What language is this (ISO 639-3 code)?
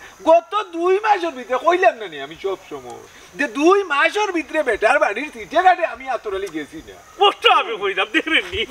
syl